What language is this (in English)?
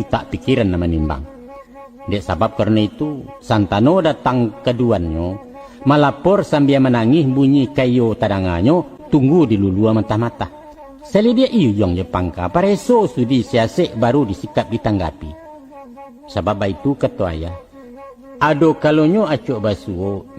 Minangkabau